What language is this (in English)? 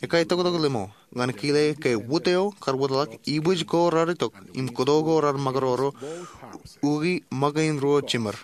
Marshallese